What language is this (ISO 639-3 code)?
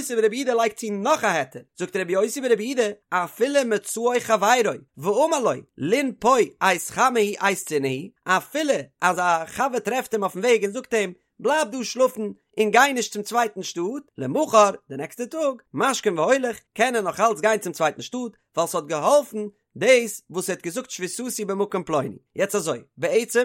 yid